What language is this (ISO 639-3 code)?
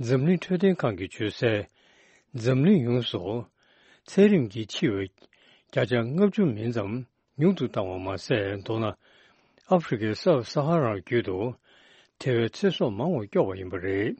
bod